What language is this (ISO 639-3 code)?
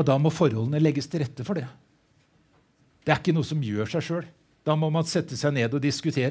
nor